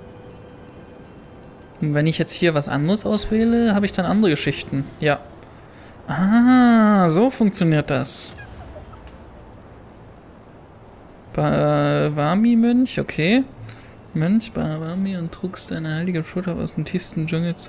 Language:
German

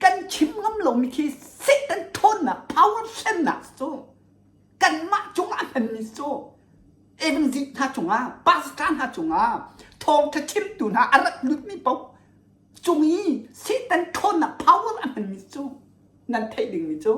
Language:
Hakha Chin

